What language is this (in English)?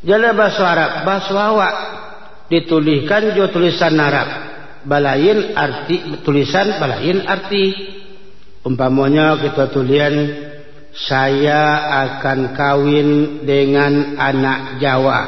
Minangkabau